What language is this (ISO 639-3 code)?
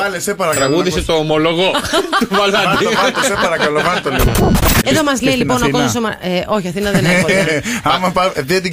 ell